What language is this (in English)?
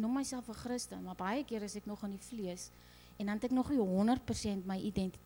Afrikaans